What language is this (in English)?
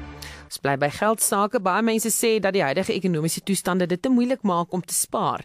Afrikaans